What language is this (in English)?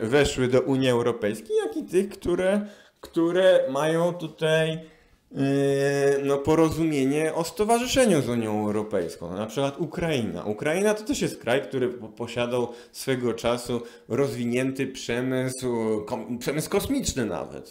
Polish